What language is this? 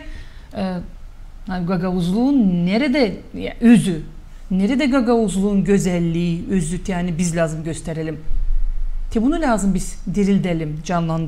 Gagauz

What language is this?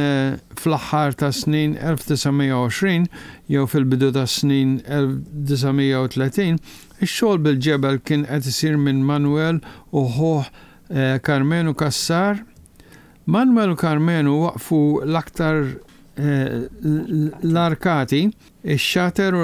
Maltese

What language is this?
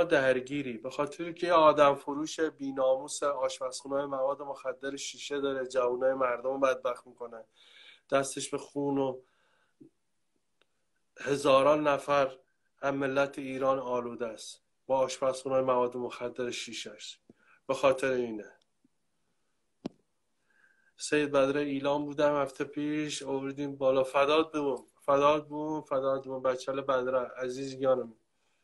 Persian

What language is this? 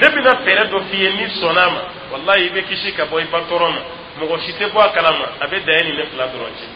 Dyula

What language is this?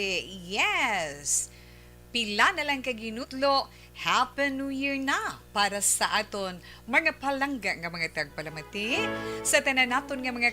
Hiligaynon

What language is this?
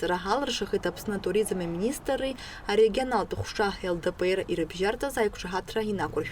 Abkhazian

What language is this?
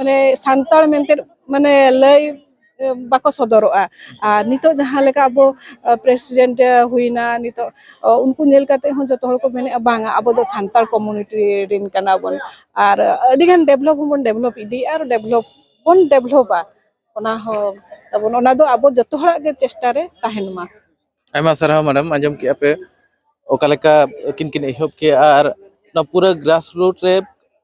Santali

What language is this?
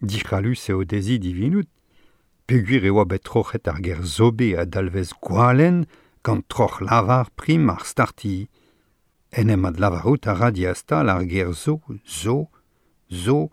Breton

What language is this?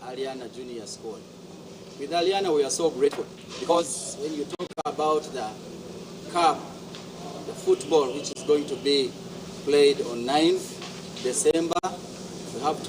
Nyankole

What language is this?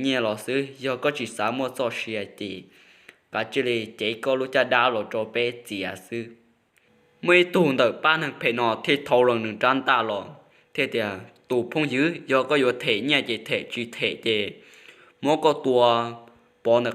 Hmong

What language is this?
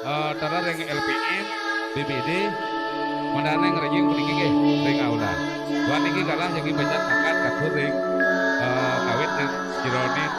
Balinese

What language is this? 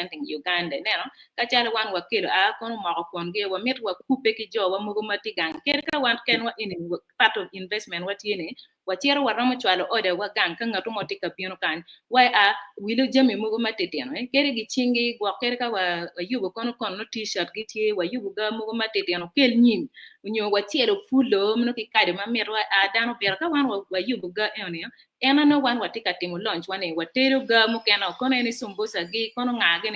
Acoli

